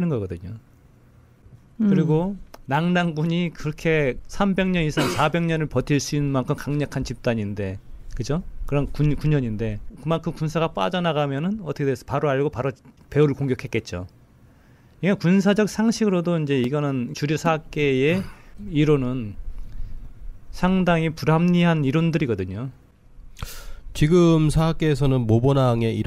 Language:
Korean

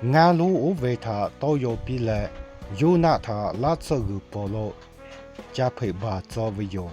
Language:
Lahu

